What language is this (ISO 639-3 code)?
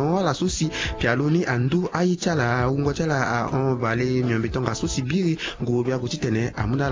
sag